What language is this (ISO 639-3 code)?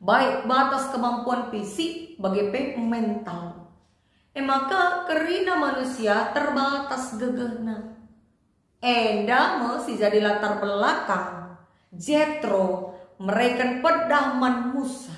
btx